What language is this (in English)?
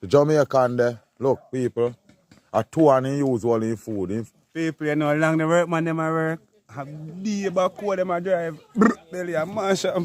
Jamaican Creole English